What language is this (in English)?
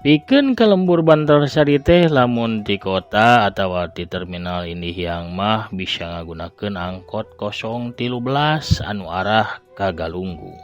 Sundanese